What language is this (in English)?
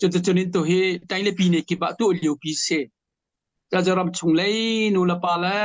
Hakha Chin